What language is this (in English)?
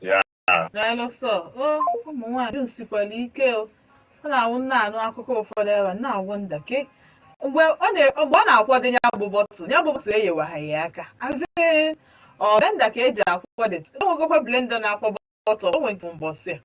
Igbo